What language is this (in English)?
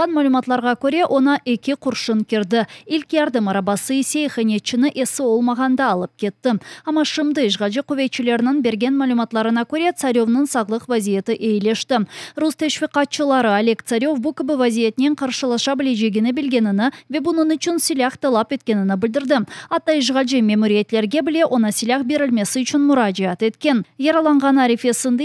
Crimean Tatar